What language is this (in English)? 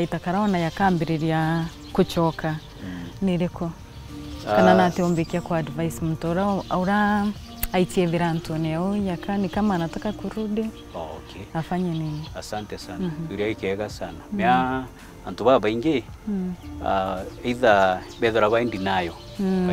Meru